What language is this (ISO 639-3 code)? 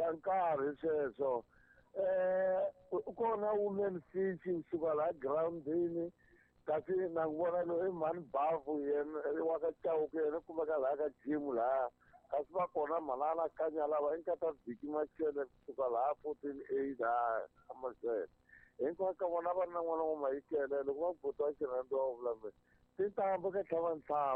tso